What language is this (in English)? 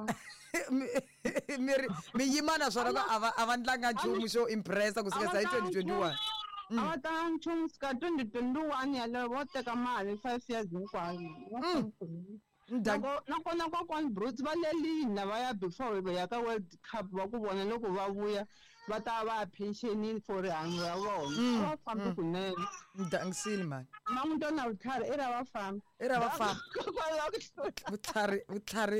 Tsonga